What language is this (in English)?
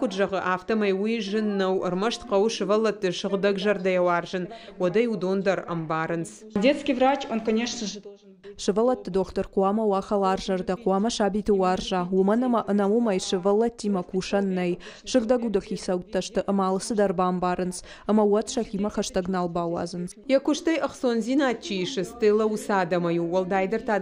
Ossetic